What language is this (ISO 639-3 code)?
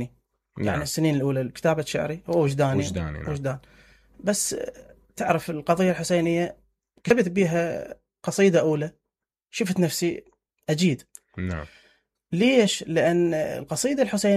acm